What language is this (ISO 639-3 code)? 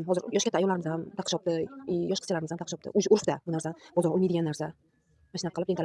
uzb